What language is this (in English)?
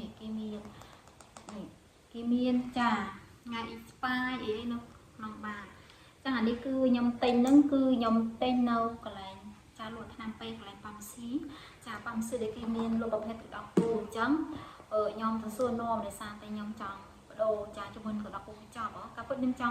Khmer